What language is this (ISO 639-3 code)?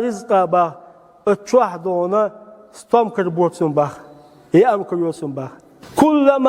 che